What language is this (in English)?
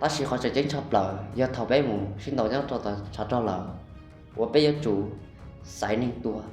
Hmong